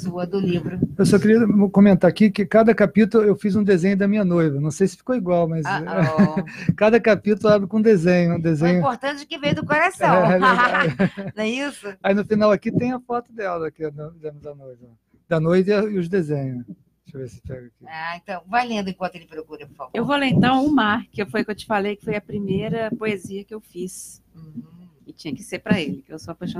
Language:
Portuguese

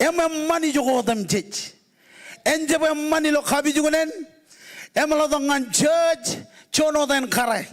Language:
Marshallese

